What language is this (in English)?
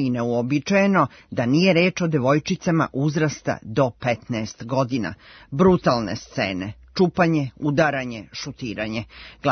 Serbian